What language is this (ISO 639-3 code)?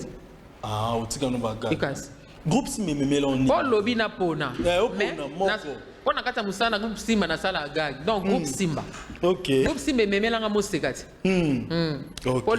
lin